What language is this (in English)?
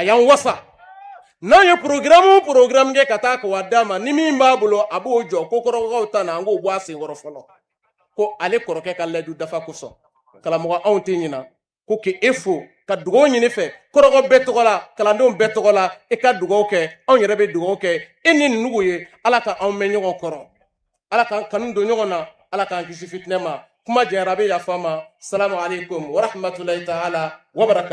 Bambara